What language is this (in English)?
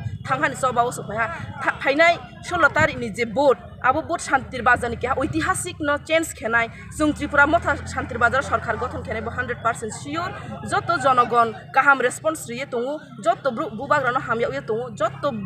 Kok Borok